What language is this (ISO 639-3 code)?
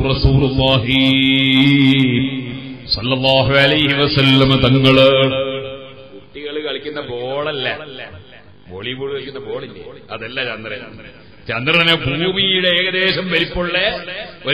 mal